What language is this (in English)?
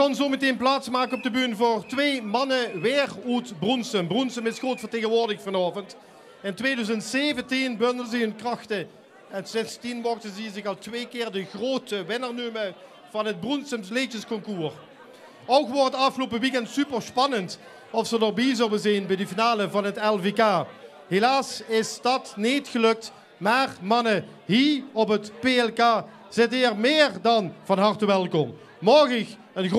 Limburgish